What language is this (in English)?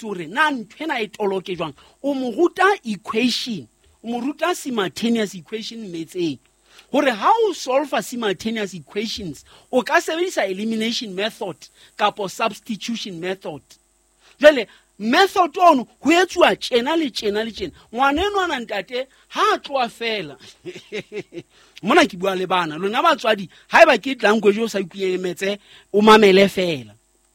Southern Sotho